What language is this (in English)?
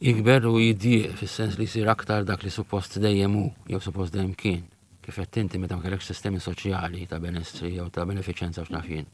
Maltese